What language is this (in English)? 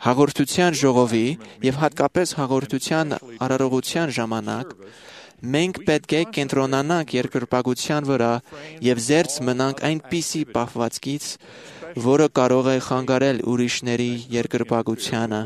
Armenian